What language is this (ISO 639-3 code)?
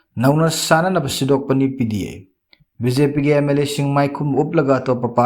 mni